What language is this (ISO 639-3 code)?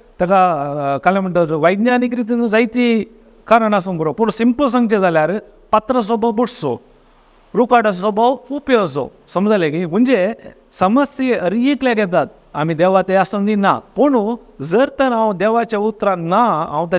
kok